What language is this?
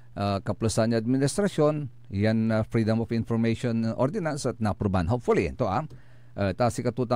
Pangasinan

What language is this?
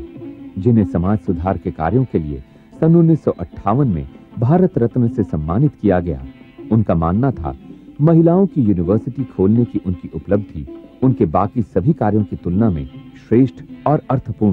Hindi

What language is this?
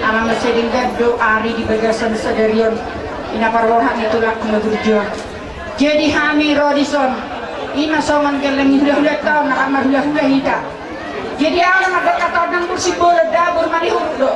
Batak Toba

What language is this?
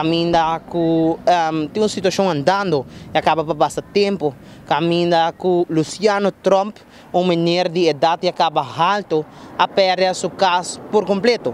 Papiamento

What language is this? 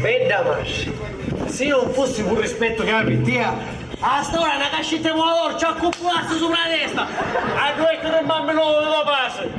Sicilian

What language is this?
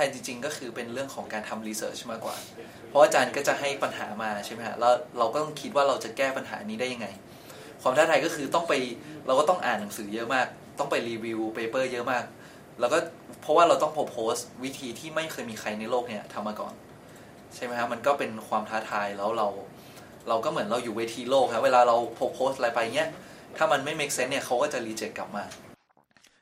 Thai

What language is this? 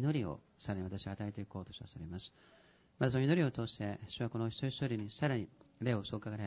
Japanese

